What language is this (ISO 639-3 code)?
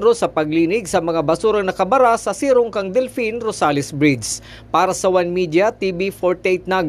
bik